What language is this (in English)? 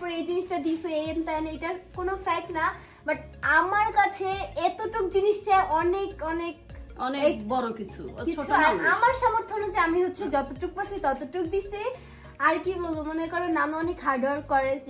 Bangla